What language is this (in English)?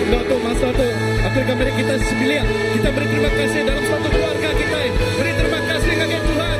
Iban